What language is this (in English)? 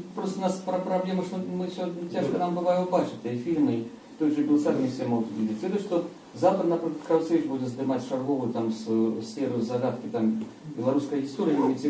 Belarusian